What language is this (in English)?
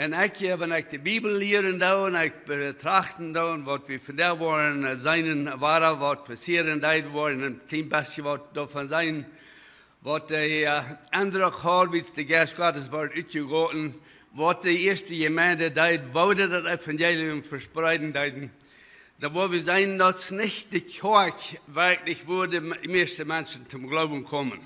Plautdietsch